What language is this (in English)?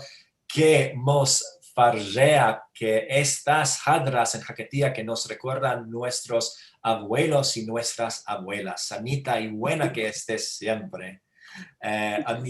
Ladino